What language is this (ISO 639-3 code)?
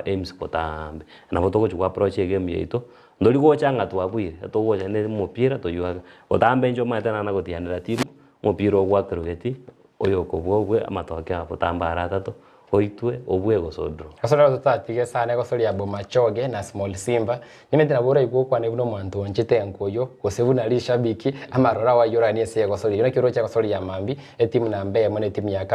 guz